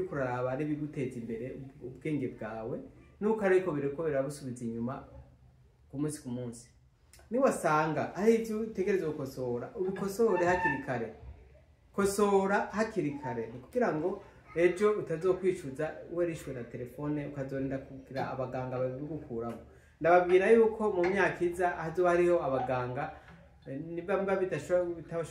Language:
Rundi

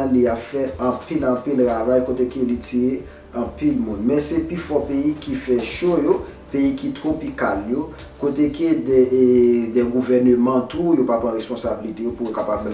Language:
Haitian Creole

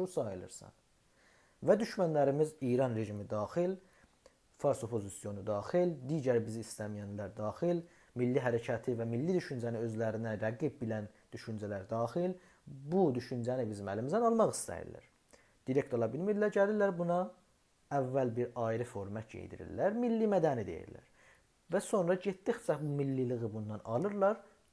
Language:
South Azerbaijani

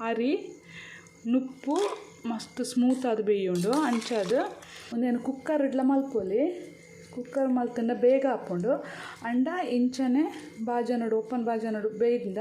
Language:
Tulu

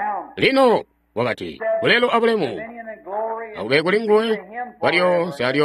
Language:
Tonga (Zambia)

